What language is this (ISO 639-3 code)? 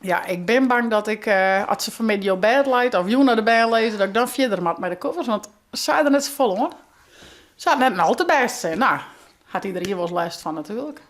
fry